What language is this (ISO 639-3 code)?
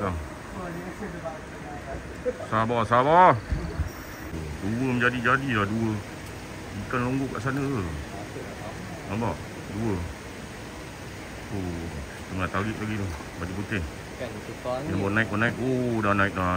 msa